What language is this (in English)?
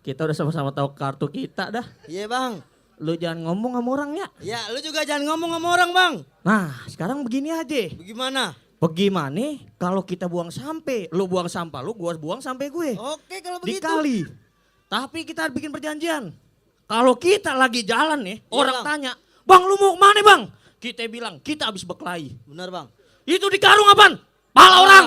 Betawi